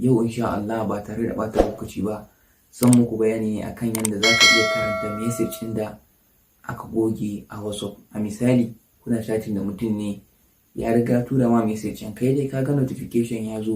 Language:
Hausa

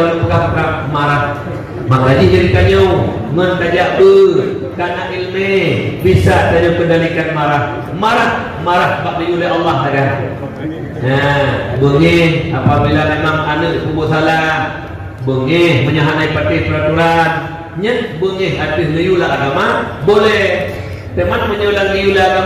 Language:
Achinese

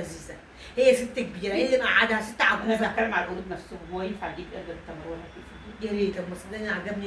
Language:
Egyptian Arabic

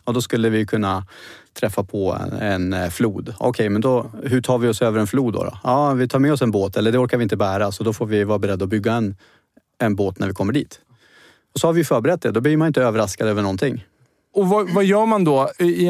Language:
Swedish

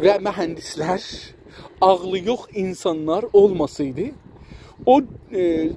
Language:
South Azerbaijani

